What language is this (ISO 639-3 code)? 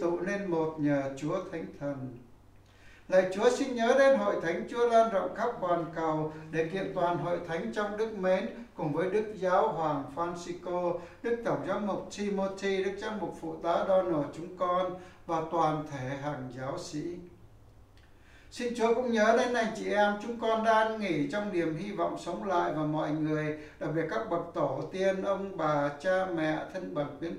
vie